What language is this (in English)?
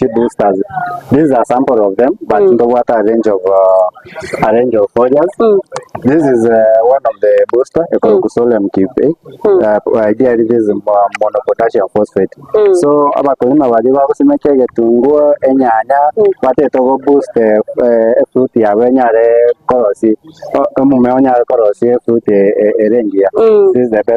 Gusii